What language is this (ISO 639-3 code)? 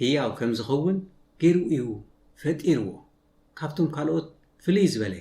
tir